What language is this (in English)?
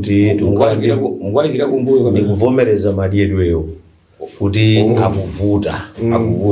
Nyanja